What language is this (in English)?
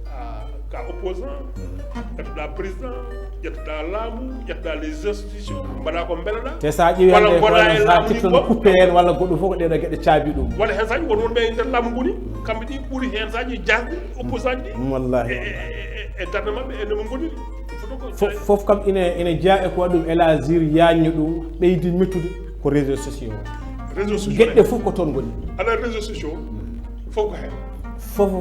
Fula